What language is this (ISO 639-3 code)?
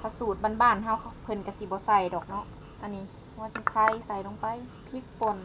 lao